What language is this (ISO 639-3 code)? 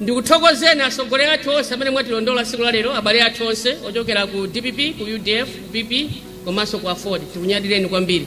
nya